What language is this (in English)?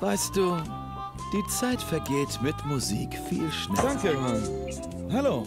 Bavarian